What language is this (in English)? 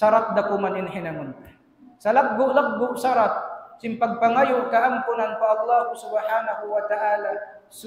Tausug